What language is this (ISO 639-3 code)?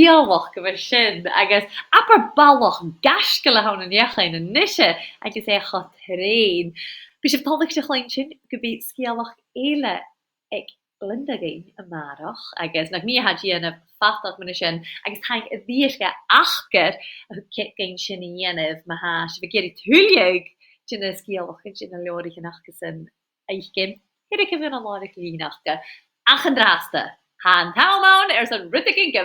gla